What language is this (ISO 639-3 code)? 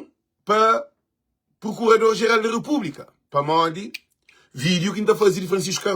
kea